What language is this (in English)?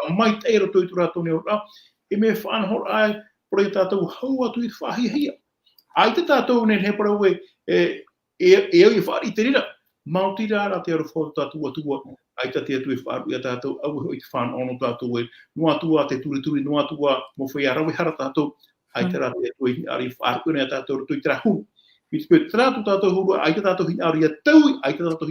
Tahitian